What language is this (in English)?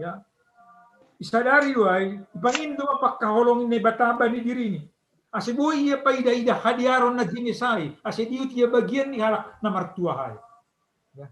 Batak Simalungun